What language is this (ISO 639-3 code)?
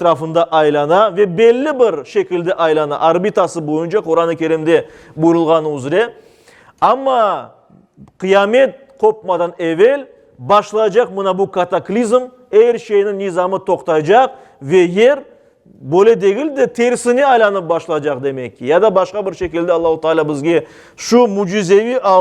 crh